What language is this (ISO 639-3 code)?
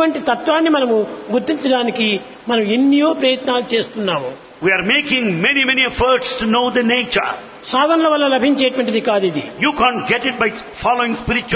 tel